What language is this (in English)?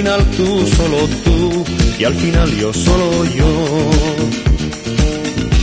Basque